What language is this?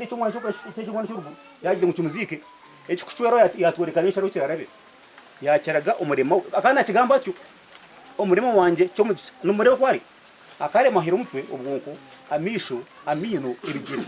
Nyankole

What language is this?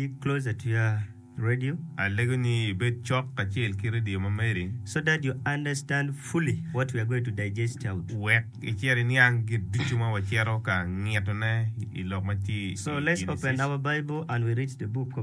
Acoli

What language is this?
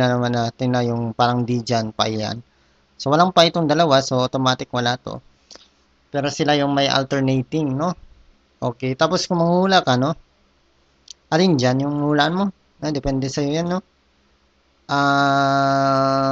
Filipino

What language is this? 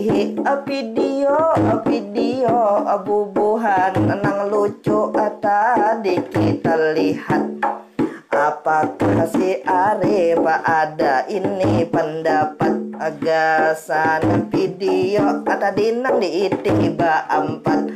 Banjar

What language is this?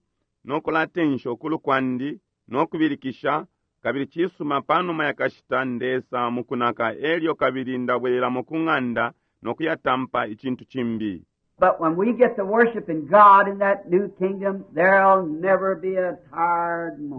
Bemba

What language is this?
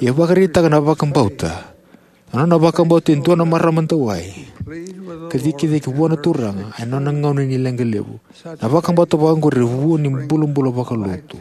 Fijian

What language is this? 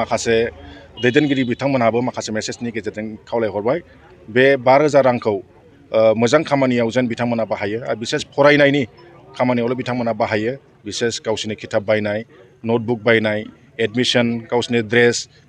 Bodo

